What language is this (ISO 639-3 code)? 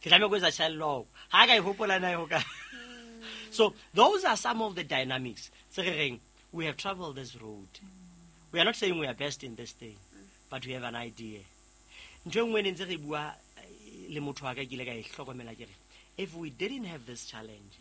sot